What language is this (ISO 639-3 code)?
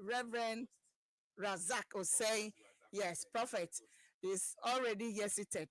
ewe